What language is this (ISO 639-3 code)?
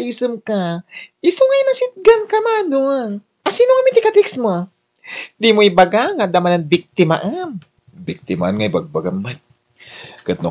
ilo